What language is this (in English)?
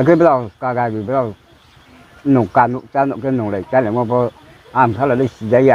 Riang (India)